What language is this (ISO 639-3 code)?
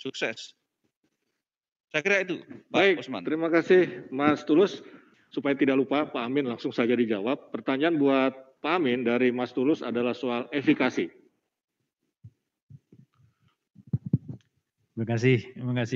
ind